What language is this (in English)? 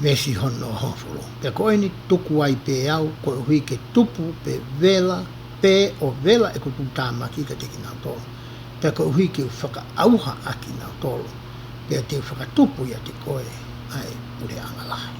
Tongan